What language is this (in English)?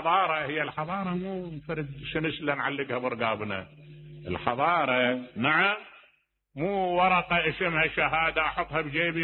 Mesopotamian Arabic